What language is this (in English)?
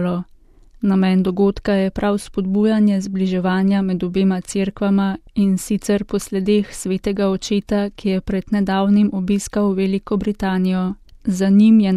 Slovenian